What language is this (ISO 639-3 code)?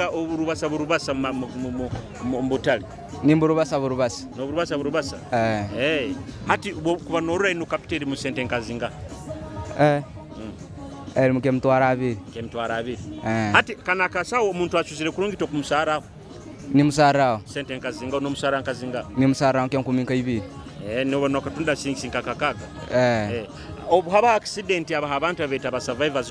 nyo